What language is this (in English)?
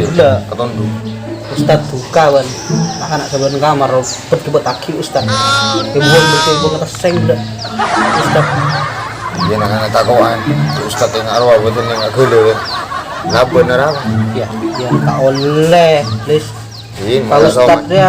Madurese